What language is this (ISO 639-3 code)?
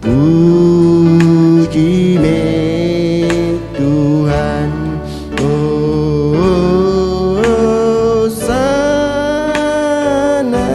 iba